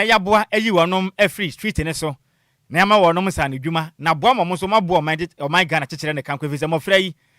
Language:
Akan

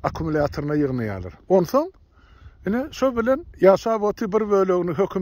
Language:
Turkmen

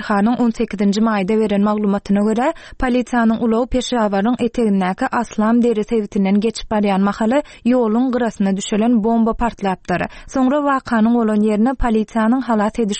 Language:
Turkmen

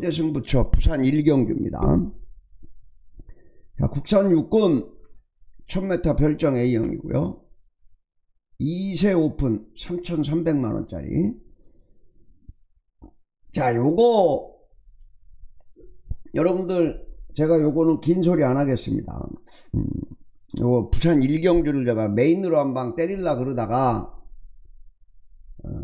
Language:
Korean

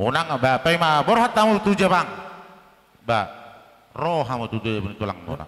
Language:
Batak Toba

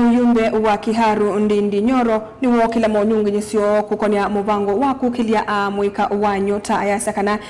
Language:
Kamba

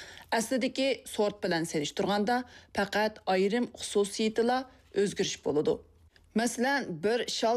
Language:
Uyghur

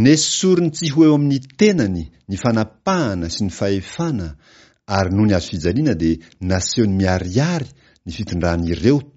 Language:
Malagasy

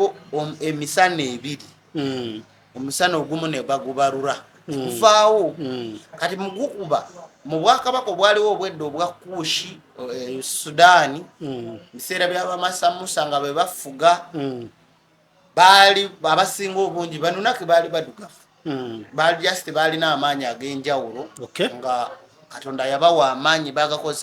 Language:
Ganda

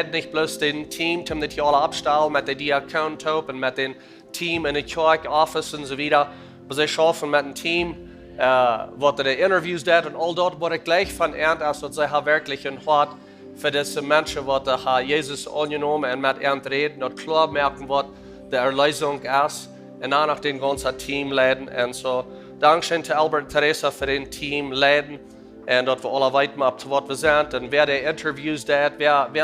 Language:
Plautdietsch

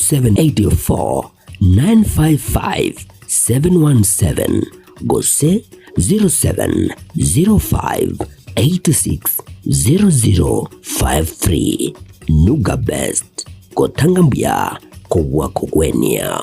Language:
Gusii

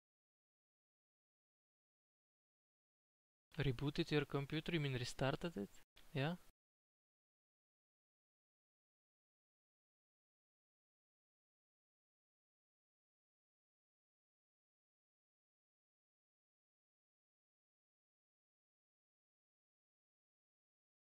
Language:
English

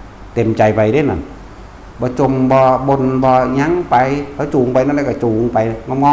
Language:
Northeastern Thai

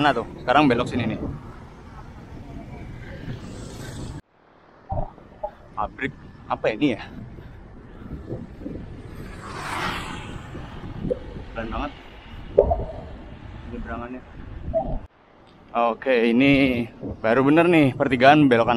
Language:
Indonesian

